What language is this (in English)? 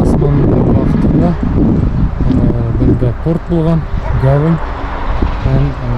Bashkir